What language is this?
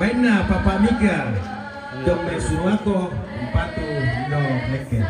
Toraja-Sa'dan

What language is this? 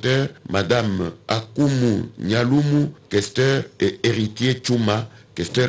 French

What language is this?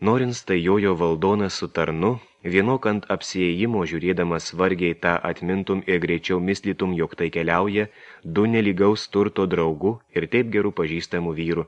Lithuanian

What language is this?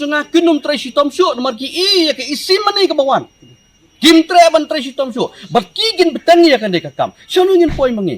Khasi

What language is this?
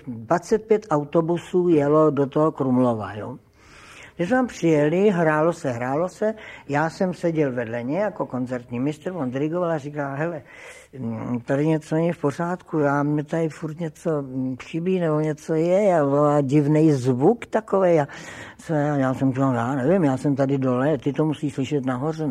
Czech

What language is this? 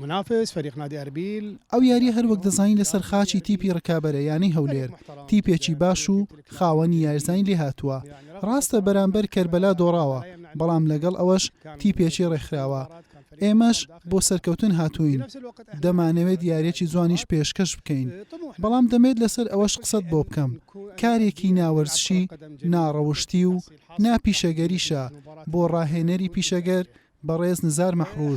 Central Kurdish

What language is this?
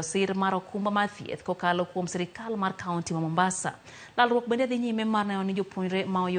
Luo (Kenya and Tanzania)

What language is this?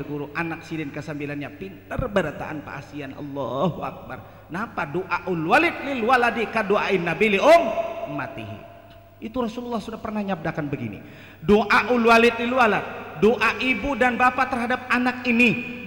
Banjar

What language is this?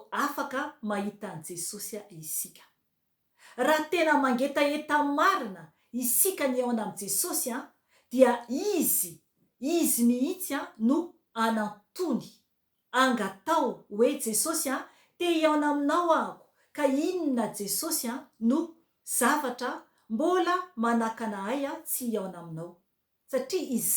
Malagasy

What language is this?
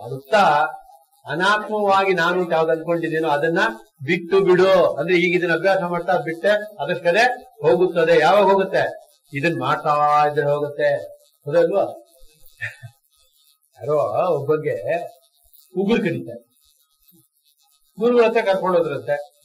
Kannada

